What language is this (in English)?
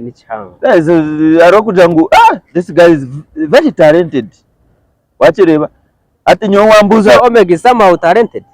Nyankole